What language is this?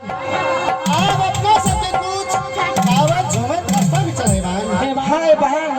Maithili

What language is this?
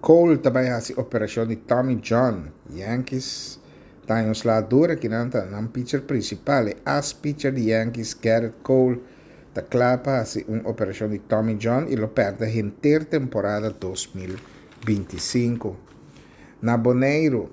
Papiamento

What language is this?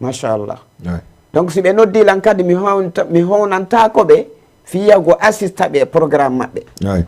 Fula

